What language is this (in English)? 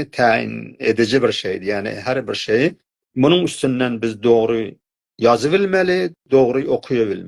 South Azerbaijani